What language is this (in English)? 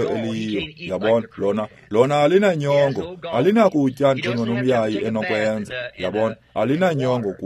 Xhosa